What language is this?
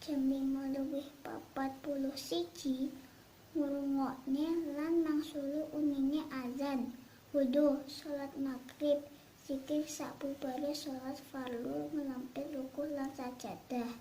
Javanese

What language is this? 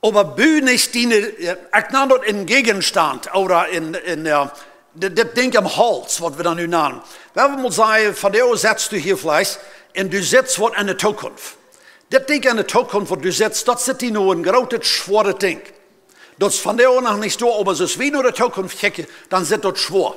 Plautdietsch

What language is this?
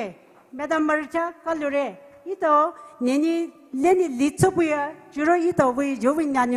Poumei Naga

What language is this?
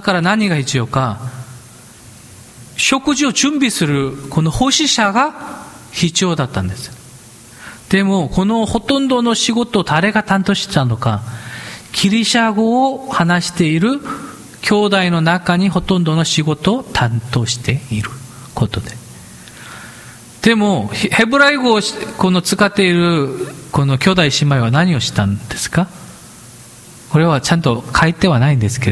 Japanese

